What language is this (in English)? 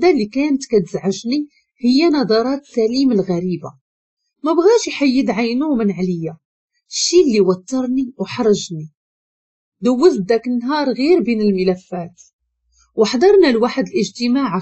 Moroccan Arabic